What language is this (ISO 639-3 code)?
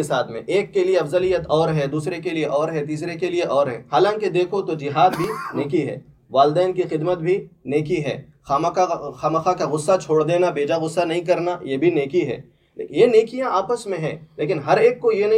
urd